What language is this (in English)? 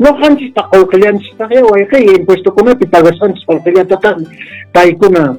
Quechua